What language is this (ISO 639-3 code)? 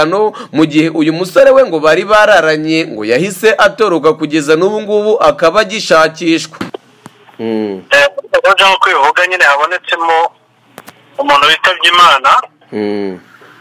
kin